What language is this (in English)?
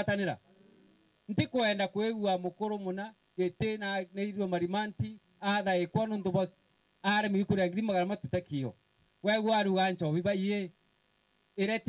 Meru